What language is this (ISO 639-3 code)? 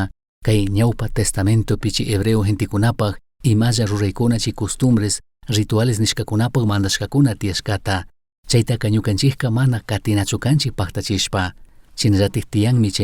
qug